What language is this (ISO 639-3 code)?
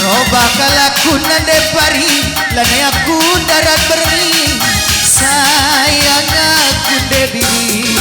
btx